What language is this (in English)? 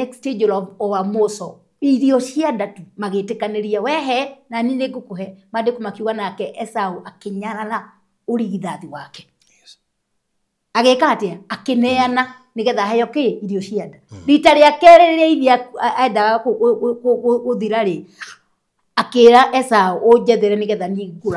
Kikuyu